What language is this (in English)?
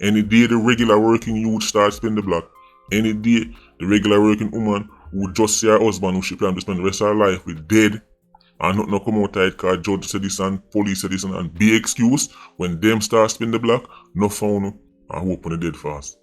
Jamaican Creole English